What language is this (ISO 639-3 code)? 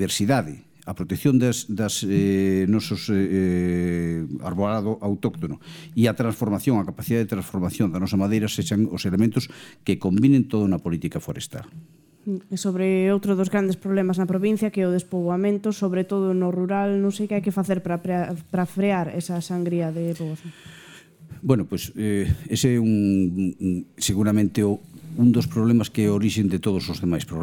glg